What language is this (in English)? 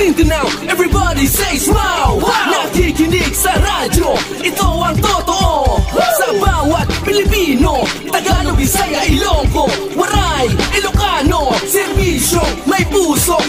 Hiligaynon